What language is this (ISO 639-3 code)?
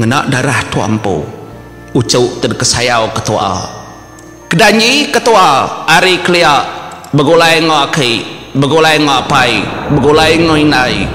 iba